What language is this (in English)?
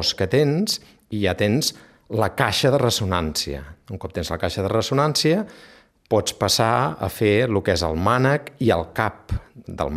Catalan